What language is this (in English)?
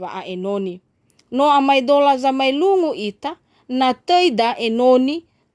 Nias